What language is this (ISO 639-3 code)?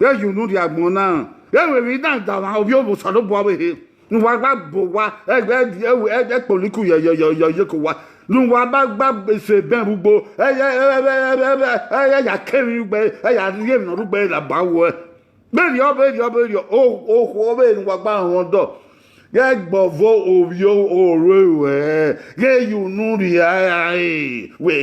bin